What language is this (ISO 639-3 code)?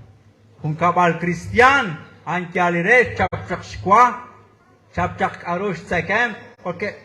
kek